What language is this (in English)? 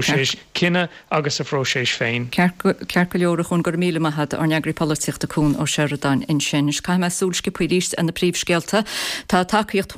Irish